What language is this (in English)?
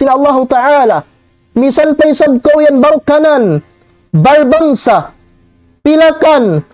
Tausug